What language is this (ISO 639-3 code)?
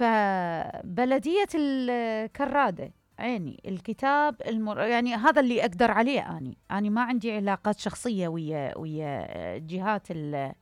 acm